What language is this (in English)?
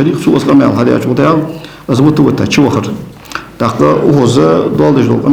Ingush